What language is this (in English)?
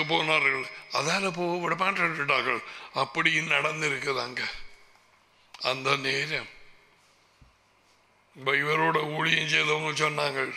Tamil